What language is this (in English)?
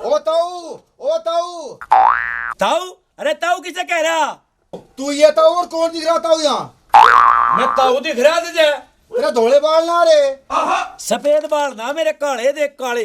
Haryanvi